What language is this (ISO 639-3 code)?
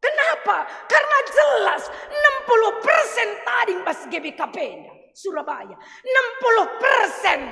btx